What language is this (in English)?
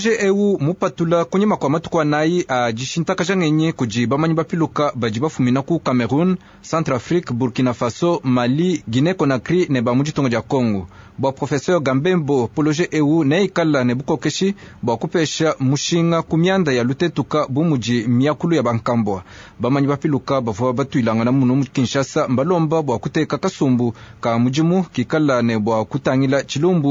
Luba-Lulua